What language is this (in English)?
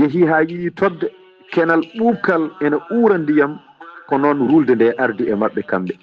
Fula